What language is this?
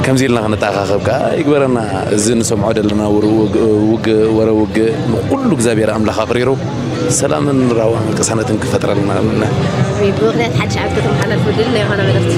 Tigrinya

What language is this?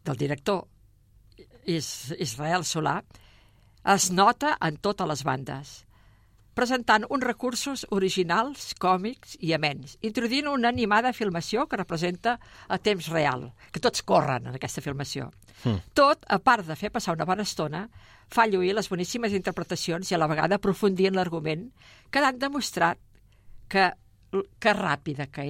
Catalan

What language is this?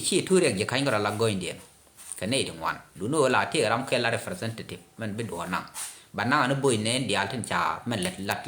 Nuer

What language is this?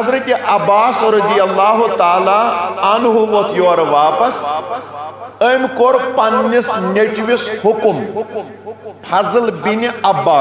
Kashmiri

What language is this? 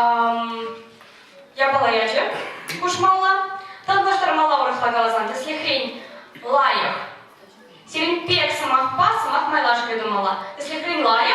Chuvash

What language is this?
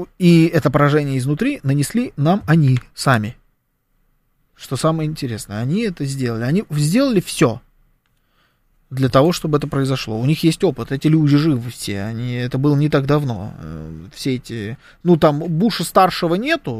Russian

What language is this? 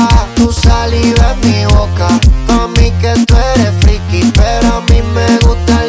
Spanish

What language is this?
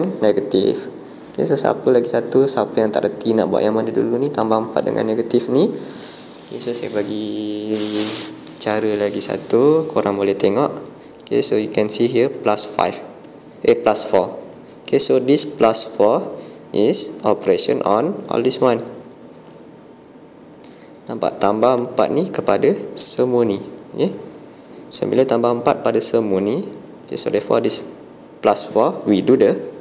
Malay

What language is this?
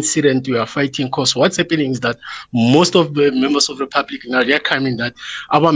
English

